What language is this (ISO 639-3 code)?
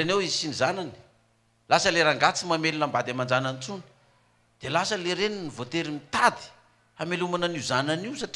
mlg